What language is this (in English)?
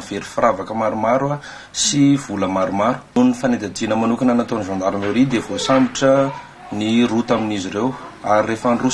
Malagasy